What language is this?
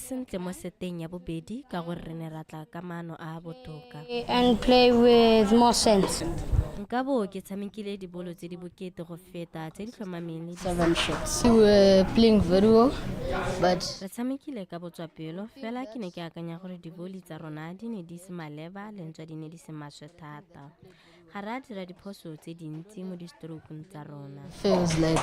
Tswana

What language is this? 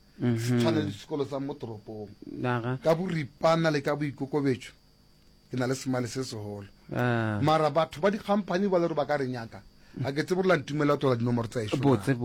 Northern Sotho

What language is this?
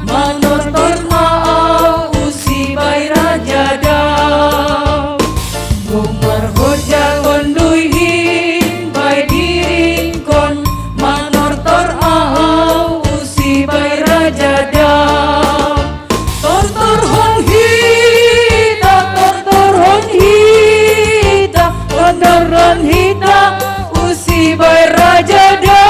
Batak Simalungun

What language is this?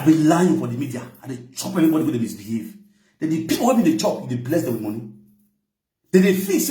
Nigerian Pidgin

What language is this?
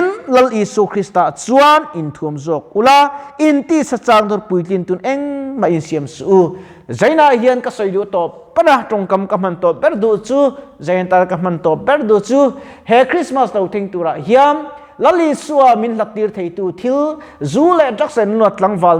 Mizo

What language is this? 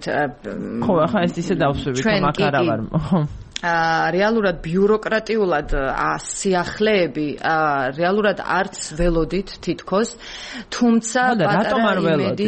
Georgian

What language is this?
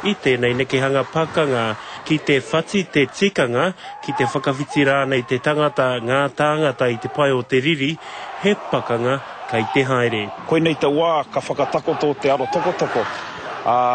Māori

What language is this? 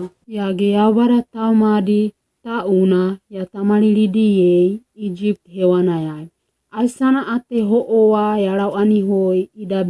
Wagawaga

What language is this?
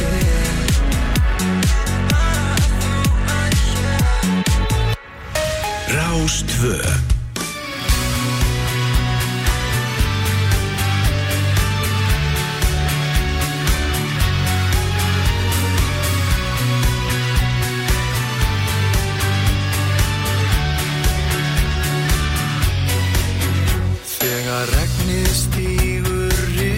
Icelandic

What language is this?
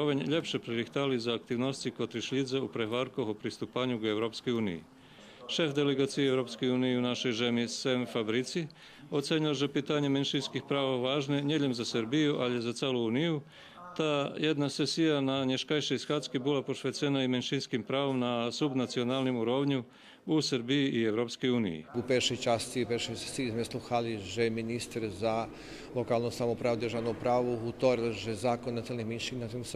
Rusyn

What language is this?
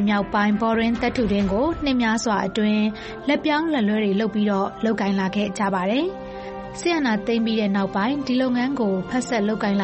Burmese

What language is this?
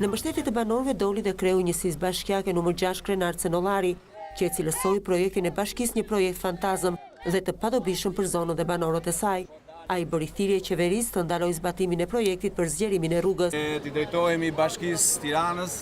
Albanian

